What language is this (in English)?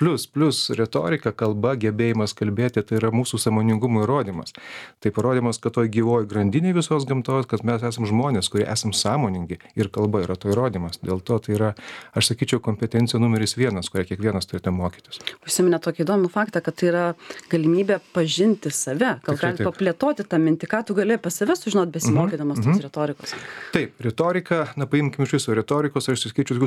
Lithuanian